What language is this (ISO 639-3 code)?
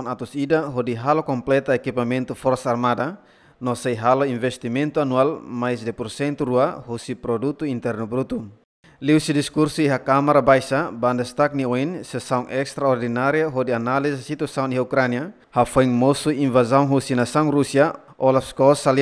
tet